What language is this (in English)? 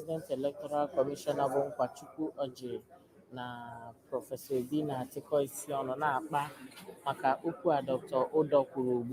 Igbo